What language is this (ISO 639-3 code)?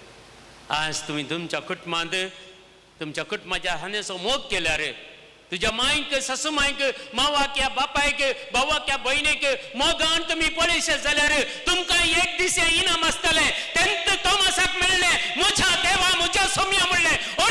kok